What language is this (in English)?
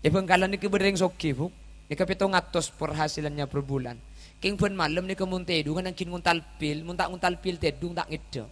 Madurese